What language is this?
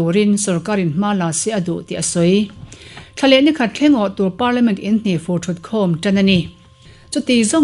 Mizo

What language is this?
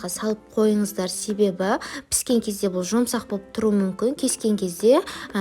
Kazakh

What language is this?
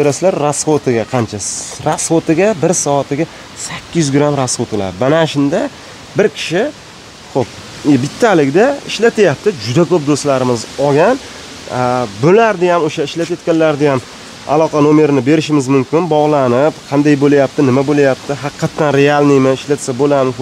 Uzbek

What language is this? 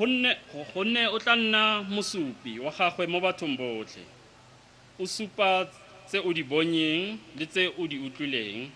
Tswana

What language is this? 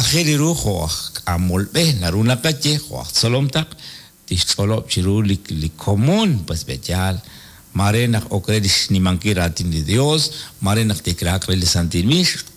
Kekchí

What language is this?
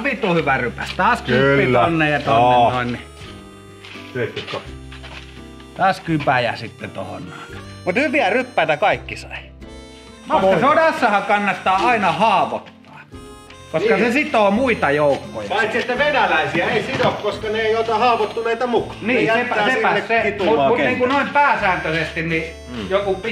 Finnish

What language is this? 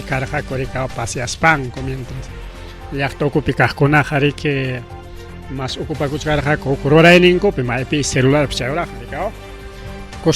Ayacucho Quechua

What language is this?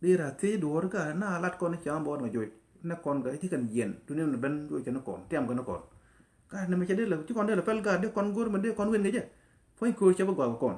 Nuer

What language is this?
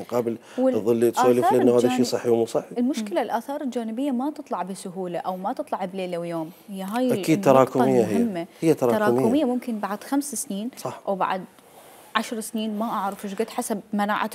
Mesopotamian Arabic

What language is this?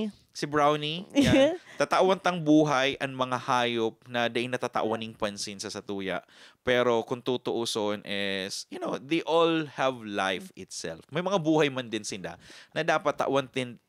Bikol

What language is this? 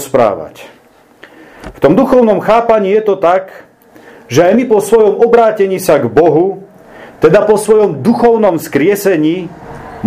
Slovak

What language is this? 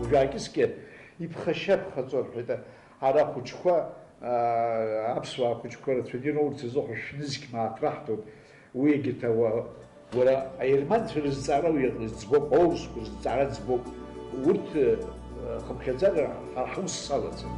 Abkhazian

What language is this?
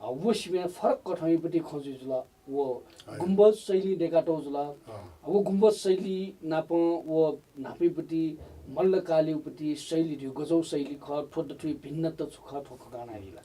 Newari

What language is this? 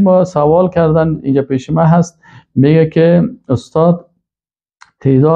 Persian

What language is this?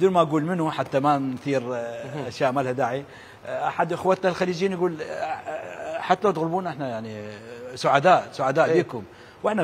Mesopotamian Arabic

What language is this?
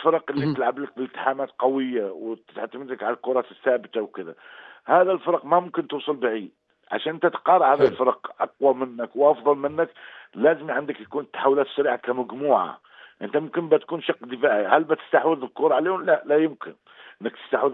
North Levantine Arabic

